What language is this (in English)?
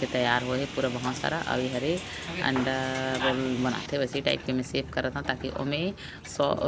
Chhattisgarhi